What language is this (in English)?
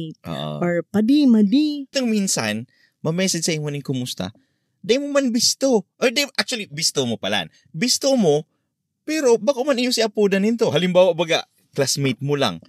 Bikol